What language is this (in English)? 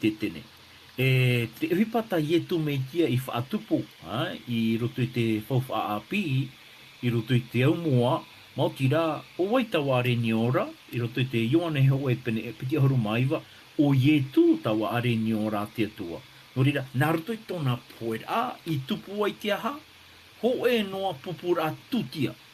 Tahitian